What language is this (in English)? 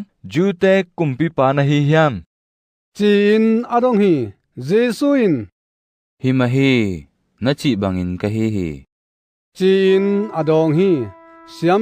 Tedim Chin